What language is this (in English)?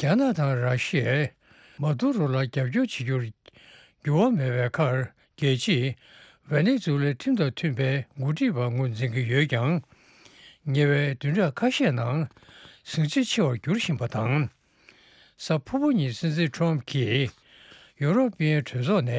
Tibetan